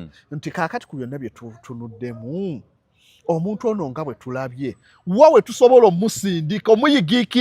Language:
Ganda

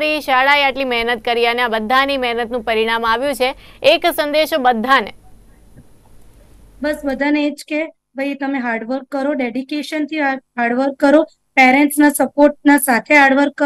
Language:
Gujarati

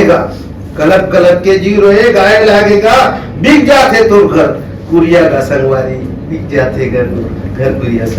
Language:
Chhattisgarhi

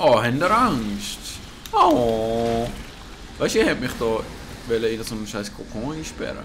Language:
Swiss German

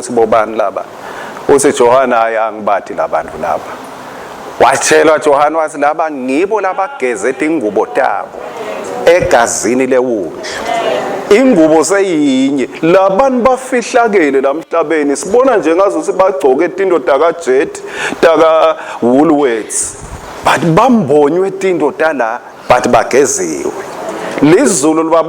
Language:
Swati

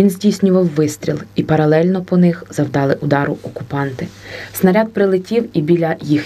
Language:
Ukrainian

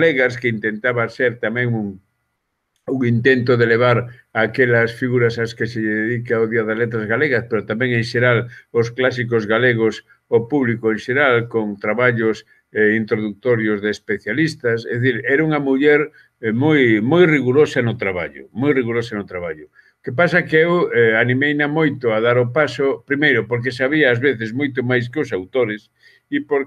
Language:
Galician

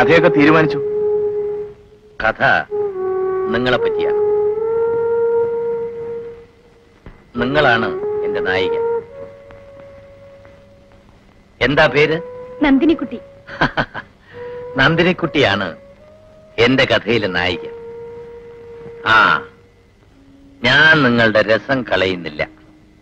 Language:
Malayalam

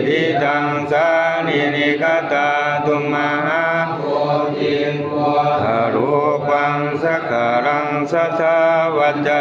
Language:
Pali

